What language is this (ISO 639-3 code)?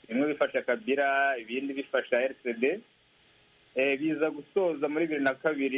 kin